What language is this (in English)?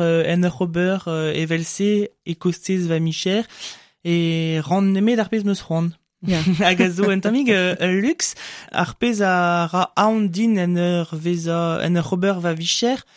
Breton